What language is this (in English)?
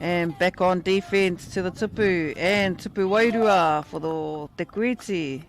Māori